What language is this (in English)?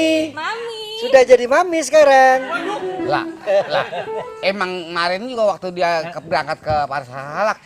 Betawi